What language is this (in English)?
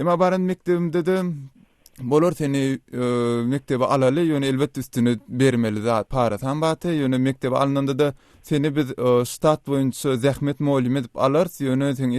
Turkmen